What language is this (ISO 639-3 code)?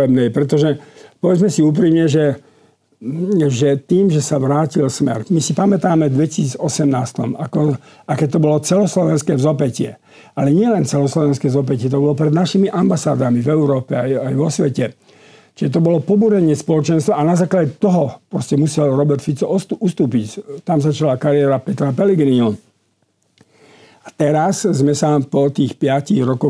slk